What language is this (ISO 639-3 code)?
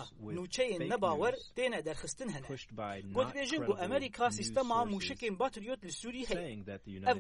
kur